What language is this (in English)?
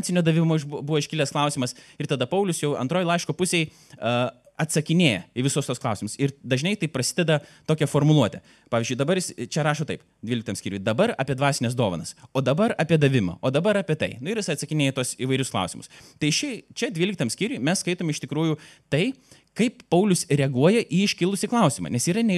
Lithuanian